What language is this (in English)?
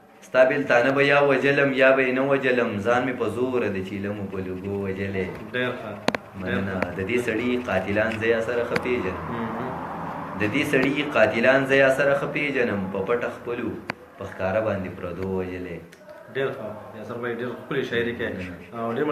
Pashto